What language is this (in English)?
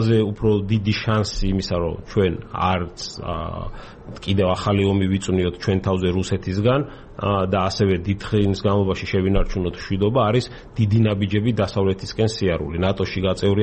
Georgian